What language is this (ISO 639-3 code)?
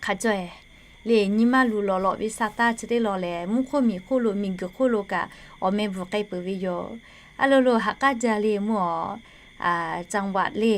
lhu